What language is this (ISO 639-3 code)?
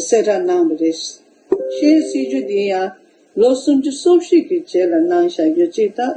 bod